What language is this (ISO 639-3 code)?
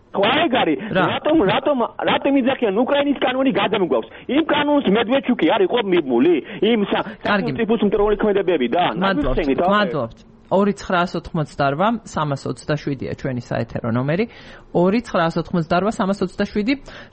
kat